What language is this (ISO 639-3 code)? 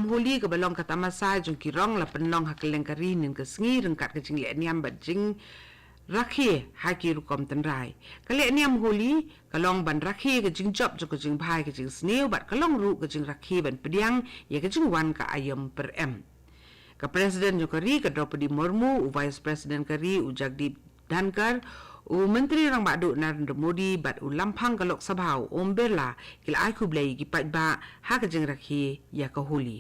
kha